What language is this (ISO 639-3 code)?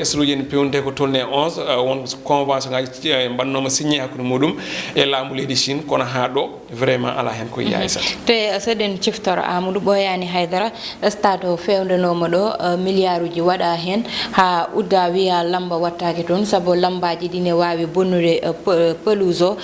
ful